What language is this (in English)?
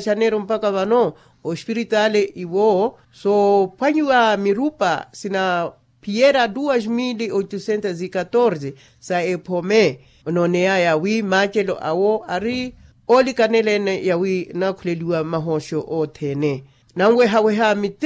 Makhuwa